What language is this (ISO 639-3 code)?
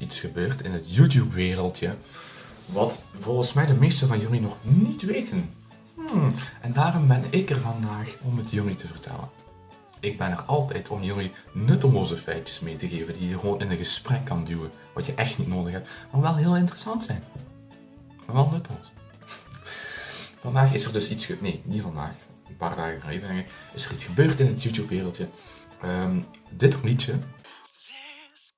nld